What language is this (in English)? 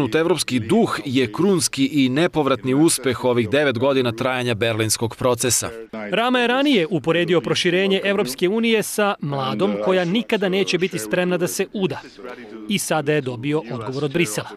Serbian